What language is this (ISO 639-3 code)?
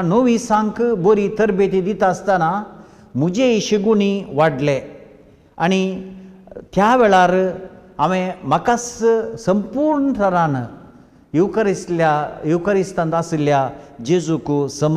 kok